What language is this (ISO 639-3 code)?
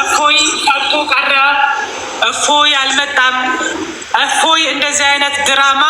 amh